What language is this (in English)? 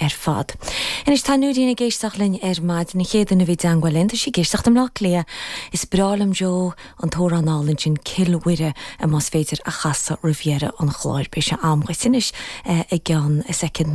Irish